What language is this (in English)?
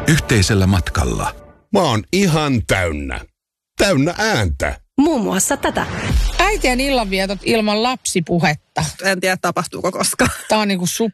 Finnish